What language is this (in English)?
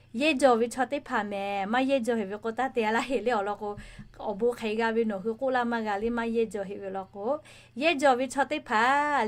Lahu